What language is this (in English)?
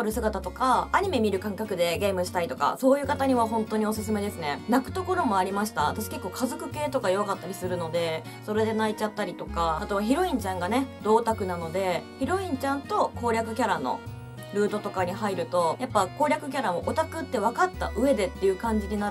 Japanese